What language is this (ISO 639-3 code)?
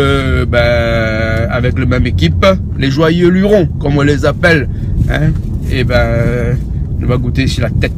rcf